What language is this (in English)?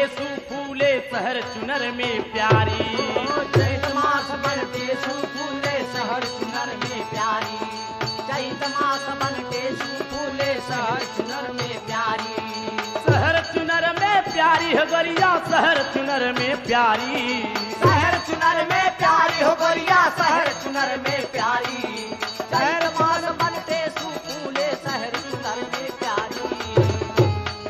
Bhojpuri